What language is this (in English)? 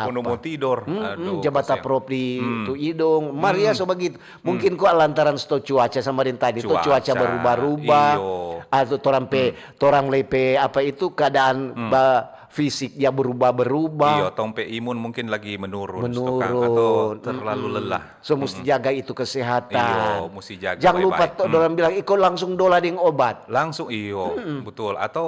Manado Malay